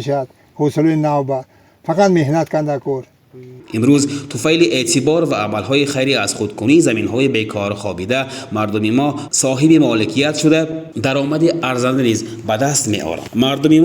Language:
Tajik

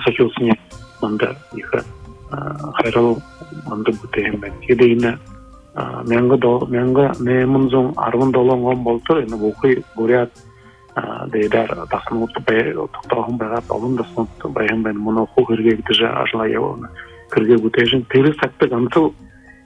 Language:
Buriat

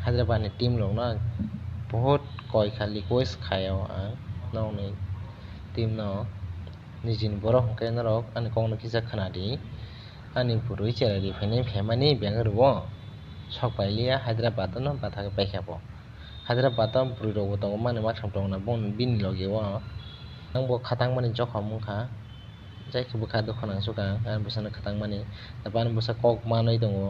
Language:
Kok Borok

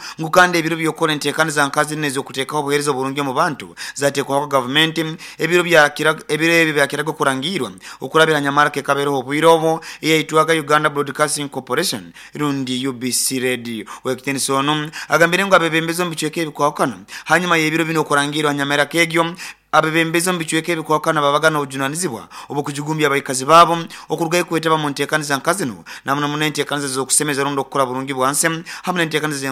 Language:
Nyoro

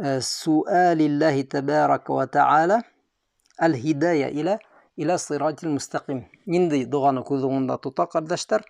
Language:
Bashkir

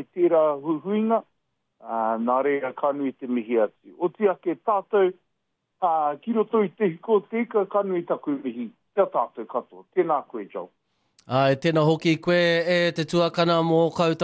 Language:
Māori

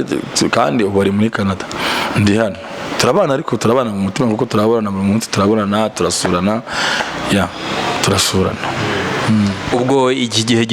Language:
Kinyarwanda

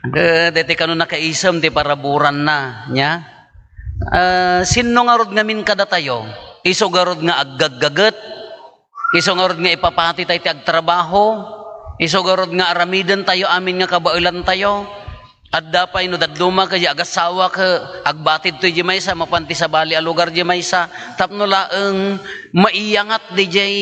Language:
Iloko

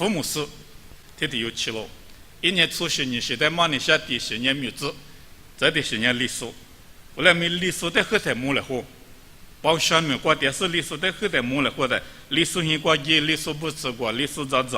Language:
Lisu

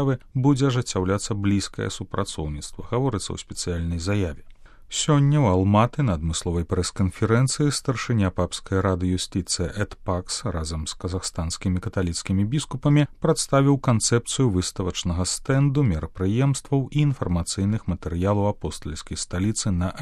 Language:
Belarusian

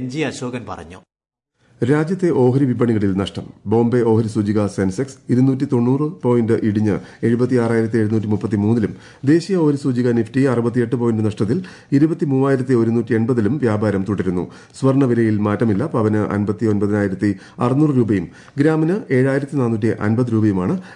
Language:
Malayalam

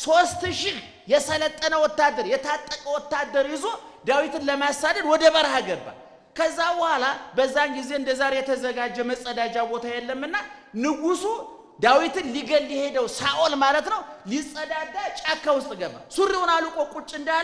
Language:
Amharic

